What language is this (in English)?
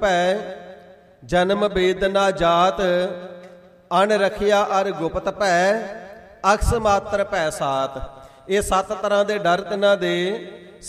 Punjabi